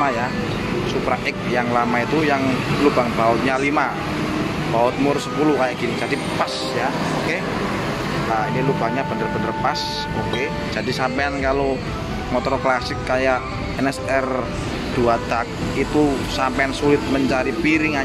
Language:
Indonesian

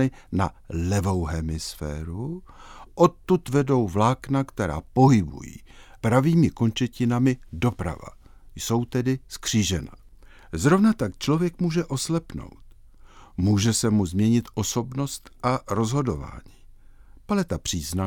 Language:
Czech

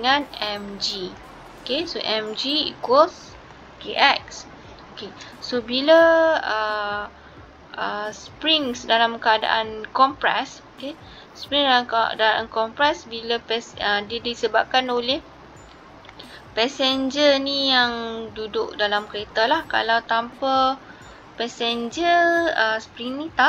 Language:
Malay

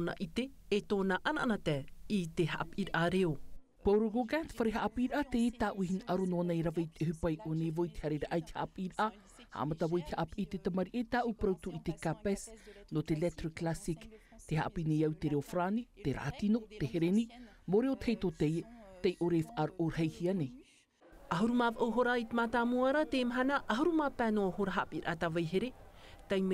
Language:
Tahitian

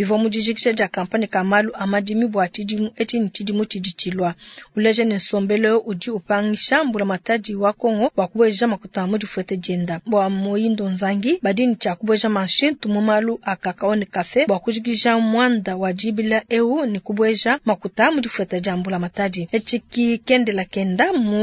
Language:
Luba-Lulua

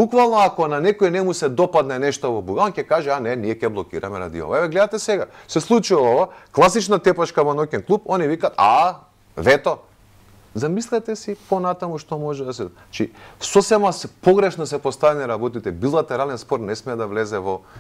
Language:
Macedonian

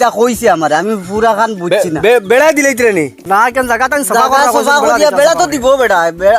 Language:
Sylheti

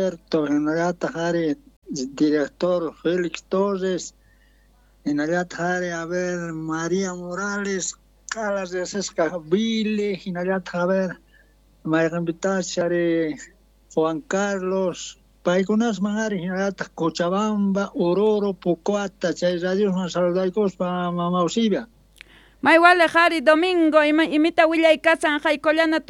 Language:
South Bolivian Quechua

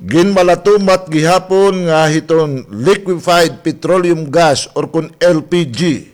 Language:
Waray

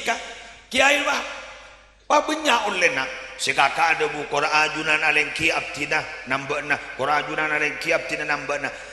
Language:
Madurese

